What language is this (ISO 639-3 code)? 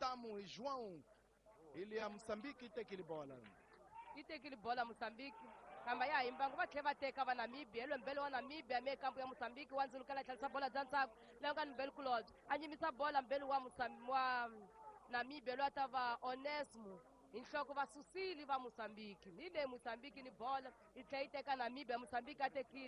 tso